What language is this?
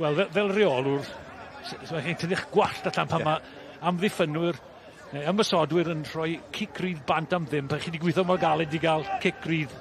Welsh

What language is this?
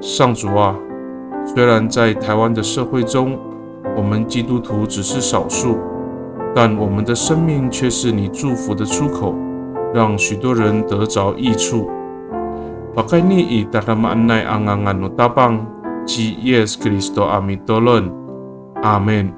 Amis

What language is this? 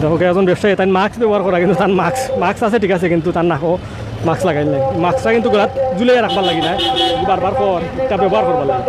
Sylheti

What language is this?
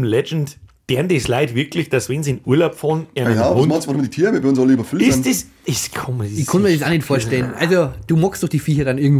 Bavarian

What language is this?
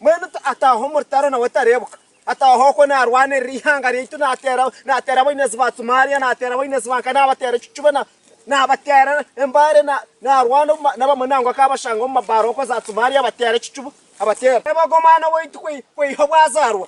Nyankole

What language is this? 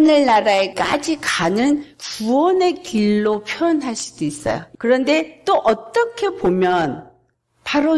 Korean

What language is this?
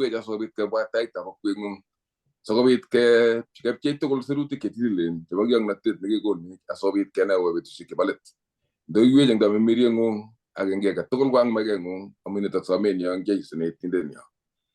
Kalenjin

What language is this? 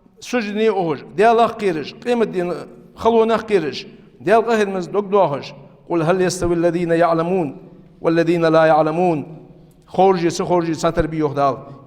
Ingush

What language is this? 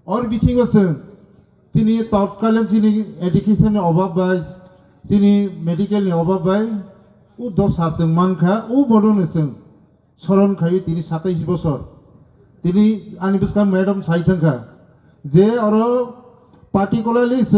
Riang (India)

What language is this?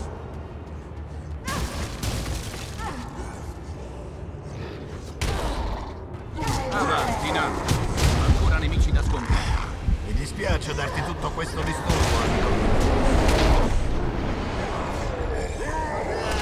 Italian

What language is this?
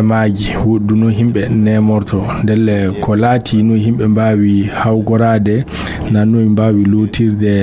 Fula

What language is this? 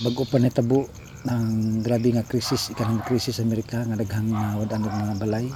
Cebuano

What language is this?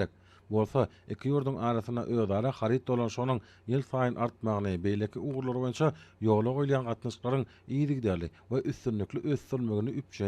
Turkmen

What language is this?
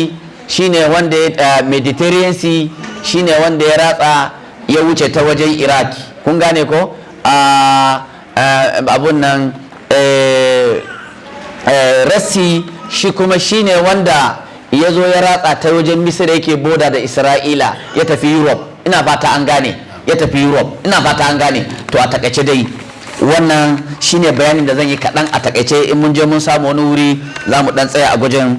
Hausa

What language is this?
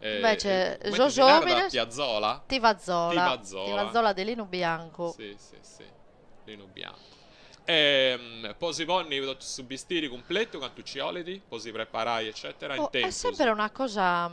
Sardinian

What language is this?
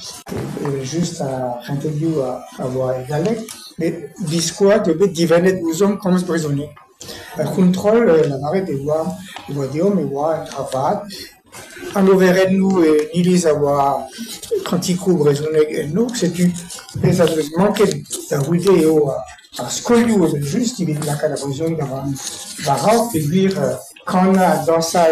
Breton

